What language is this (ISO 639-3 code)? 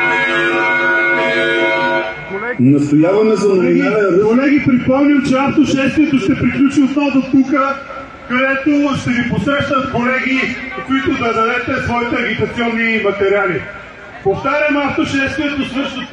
bul